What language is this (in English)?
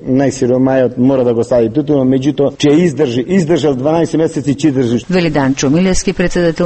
Macedonian